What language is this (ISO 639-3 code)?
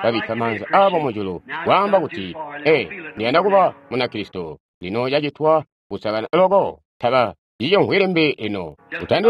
toi